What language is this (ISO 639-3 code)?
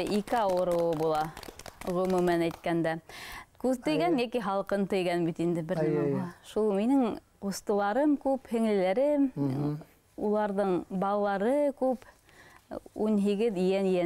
bak